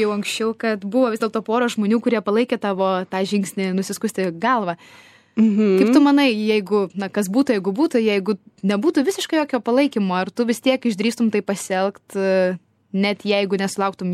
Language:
Lithuanian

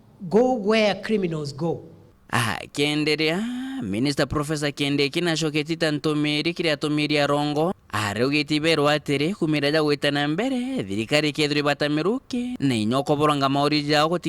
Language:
Meru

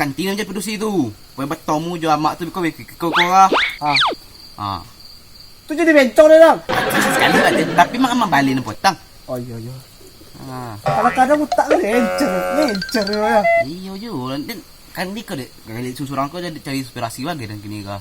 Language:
Minangkabau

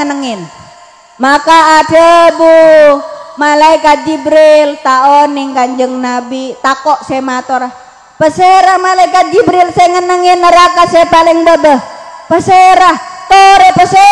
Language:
Madurese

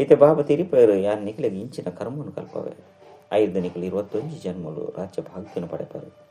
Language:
Tulu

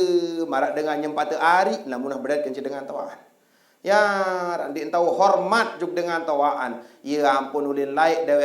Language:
Sasak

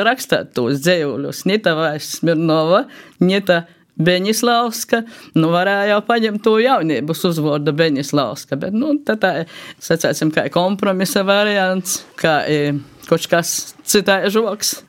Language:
Latvian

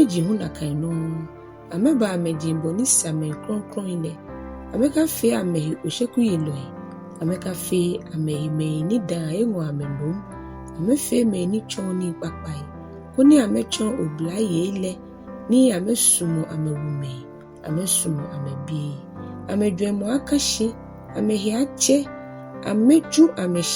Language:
Ga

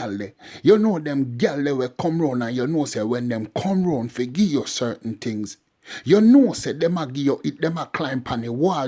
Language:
Jamaican Creole English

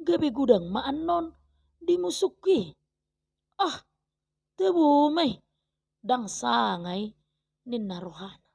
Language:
Batak Toba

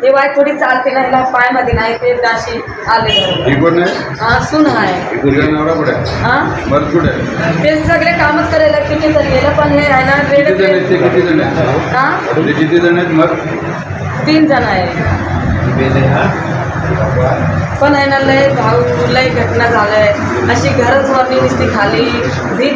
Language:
Marathi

